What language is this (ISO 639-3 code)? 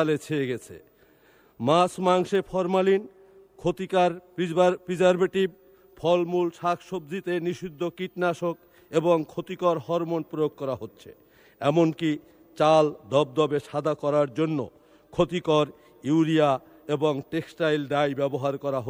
ben